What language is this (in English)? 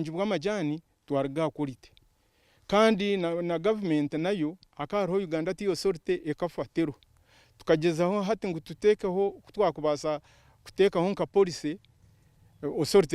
Nyankole